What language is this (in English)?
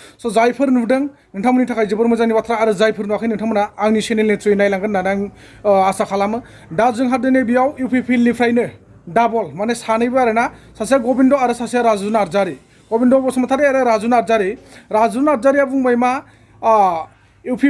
Bodo